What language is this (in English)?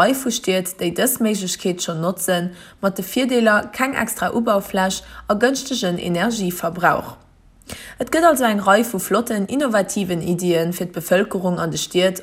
Luxembourgish